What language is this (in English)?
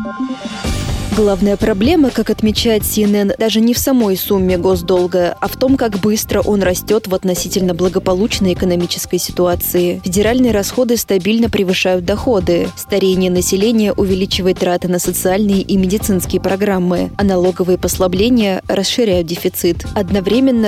Russian